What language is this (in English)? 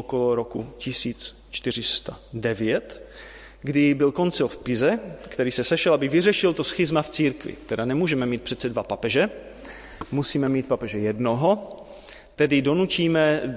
Czech